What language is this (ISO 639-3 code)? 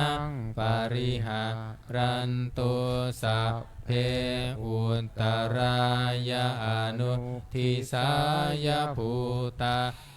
pli